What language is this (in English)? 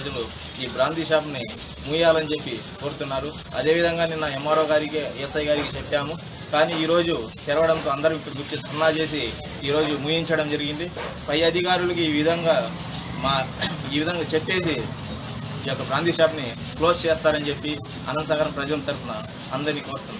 Telugu